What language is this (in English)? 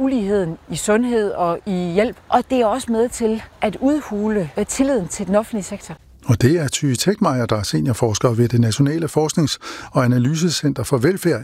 Danish